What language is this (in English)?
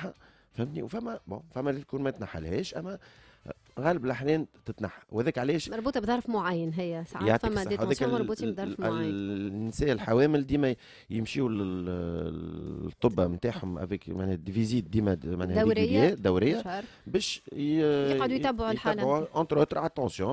Tunisian Arabic